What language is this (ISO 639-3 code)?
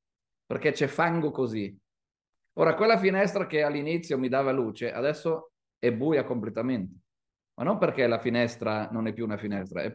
ita